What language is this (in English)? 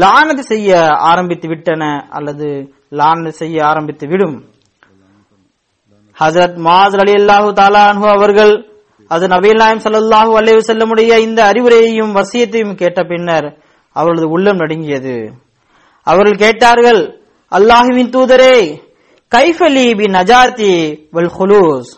Tamil